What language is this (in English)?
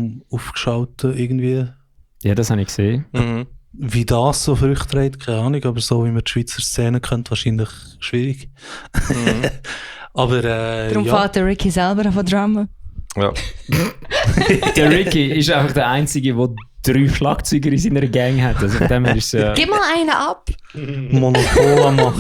Swiss German